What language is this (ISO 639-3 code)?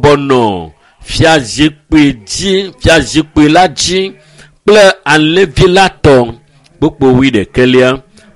ewe